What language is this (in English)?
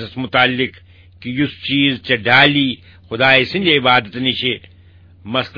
Kashmiri